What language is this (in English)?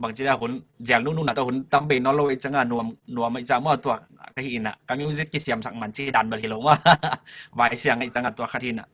Tedim Chin